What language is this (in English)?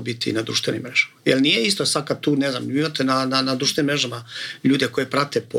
Croatian